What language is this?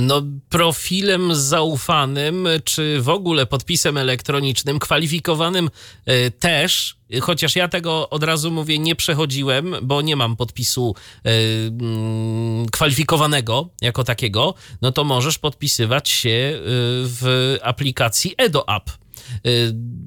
Polish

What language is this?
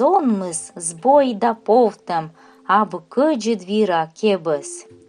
Komi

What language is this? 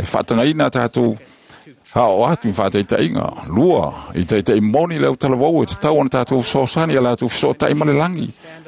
Samoan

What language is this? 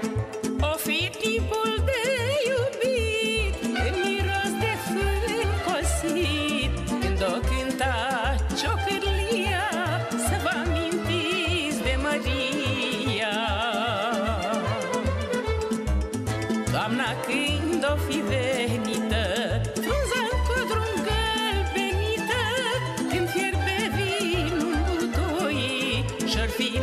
Romanian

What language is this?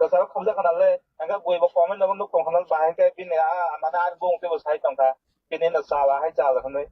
Kok Borok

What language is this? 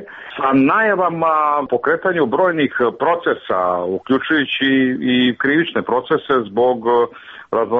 Serbian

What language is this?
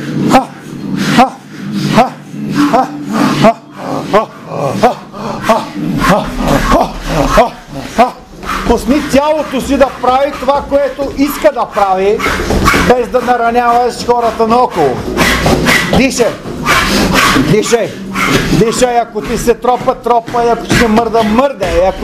Bulgarian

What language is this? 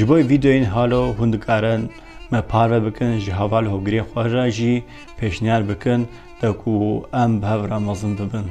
Kurdish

